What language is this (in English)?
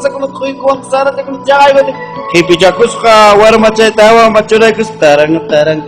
Ayacucho Quechua